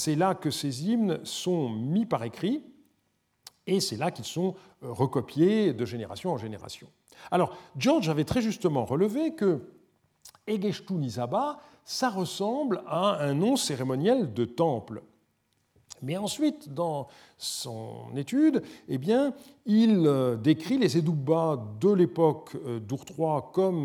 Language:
French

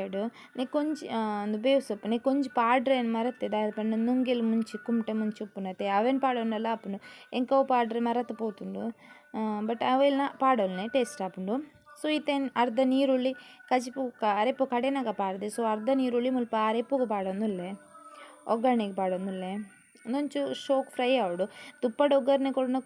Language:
Tulu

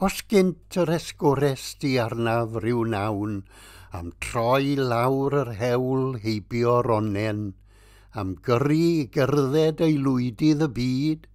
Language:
Welsh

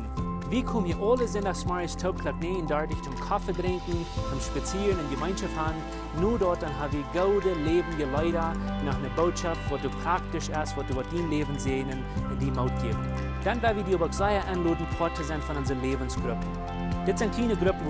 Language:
Plautdietsch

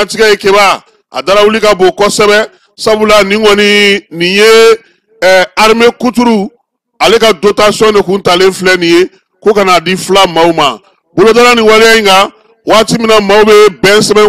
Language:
Bambara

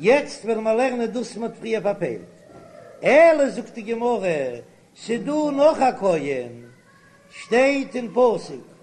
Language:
Yiddish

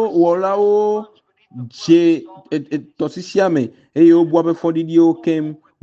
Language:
Ewe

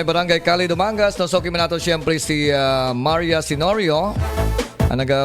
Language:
Hiligaynon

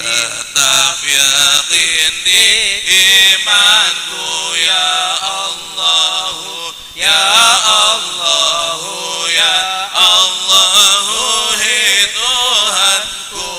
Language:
Betawi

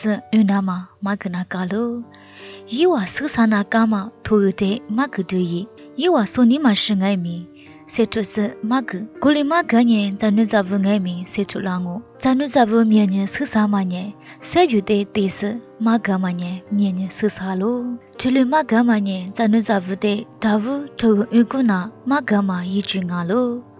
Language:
Lisu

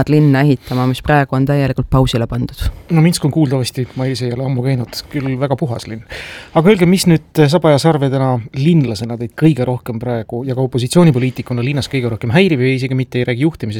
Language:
Estonian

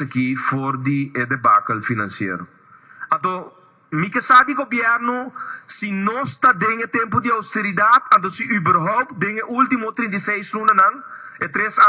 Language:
Papiamento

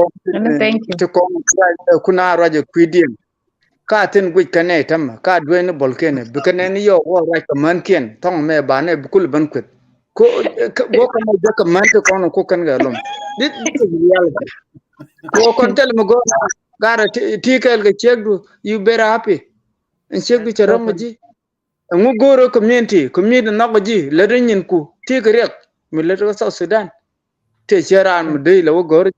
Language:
Nuer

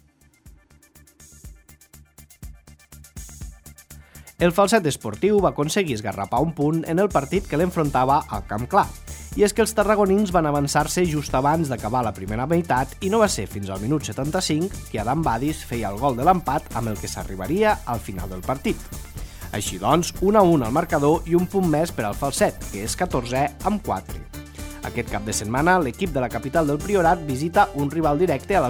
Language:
Catalan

